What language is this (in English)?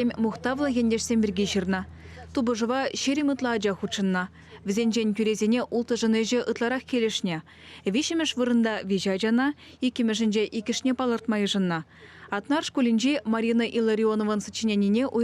Chuvash